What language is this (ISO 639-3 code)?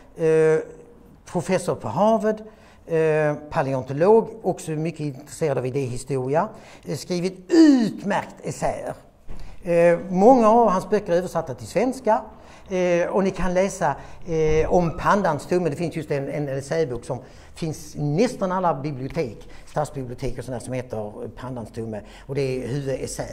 swe